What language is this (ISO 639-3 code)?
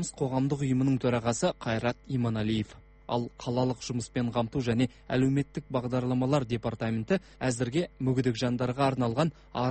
kaz